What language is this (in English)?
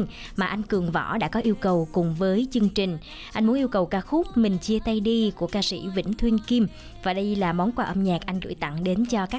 Vietnamese